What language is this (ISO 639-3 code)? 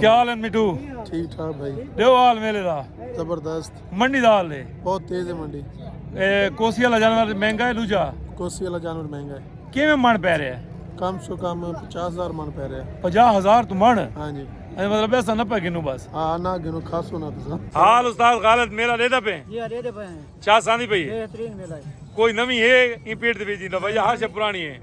skr